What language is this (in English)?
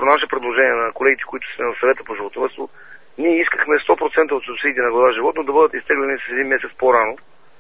Bulgarian